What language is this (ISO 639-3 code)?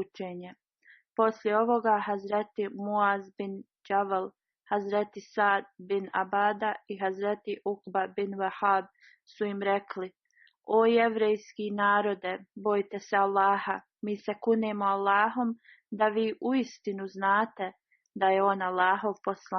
bos